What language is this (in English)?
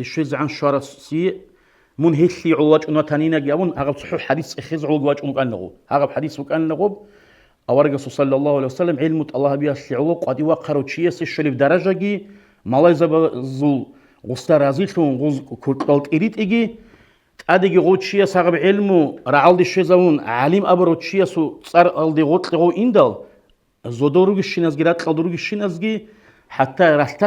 Avaric